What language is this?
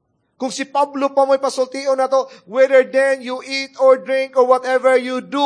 Cebuano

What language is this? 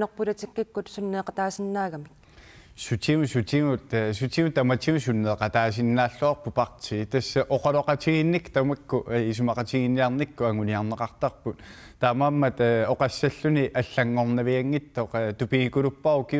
Kalaallisut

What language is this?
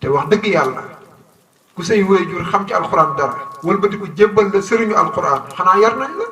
Wolof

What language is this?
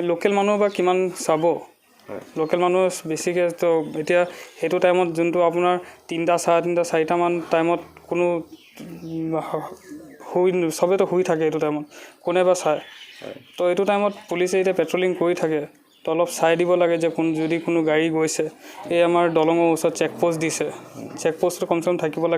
Assamese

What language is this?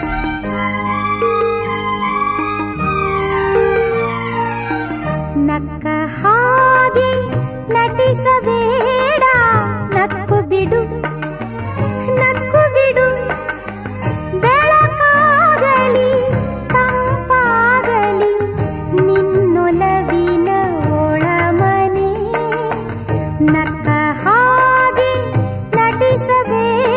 Kannada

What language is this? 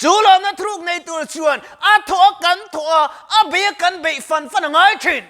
Mizo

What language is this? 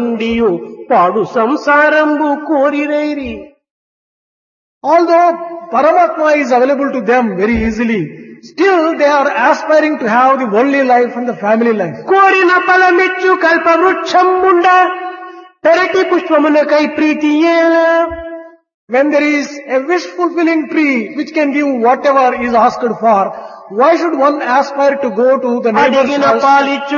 Telugu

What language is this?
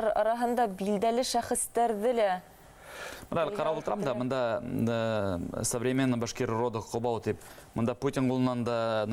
Bashkir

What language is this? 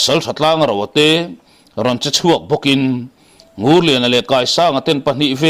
Mizo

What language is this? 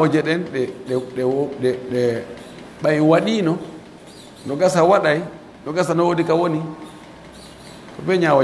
Pular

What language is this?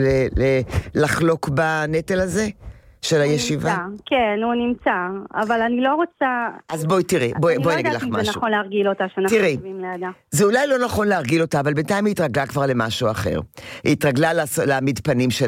Hebrew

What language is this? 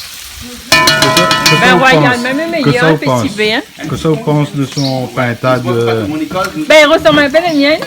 Réunion Creole French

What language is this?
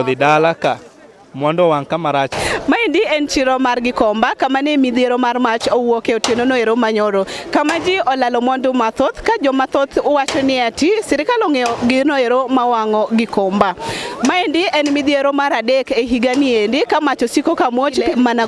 Luo (Kenya and Tanzania)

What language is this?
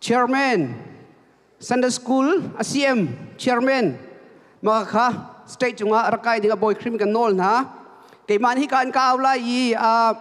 Hakha Chin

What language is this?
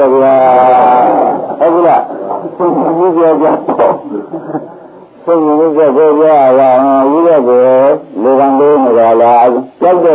Burmese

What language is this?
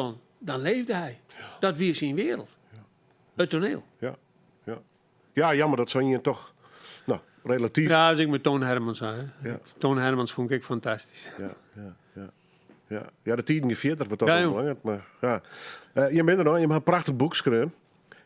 Western Frisian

